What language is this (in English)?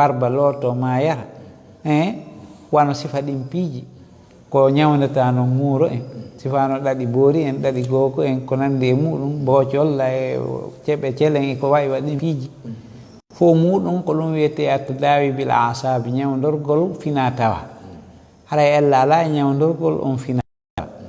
Fula